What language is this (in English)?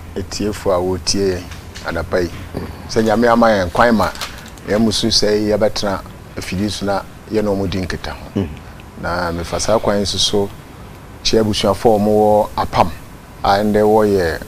Akan